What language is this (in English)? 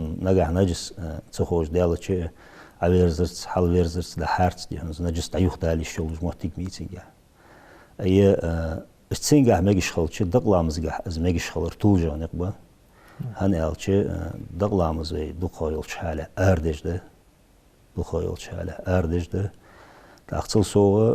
Ingush